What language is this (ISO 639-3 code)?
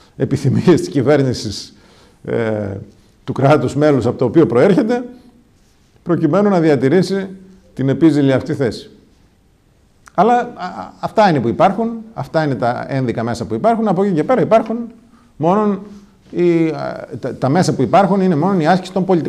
ell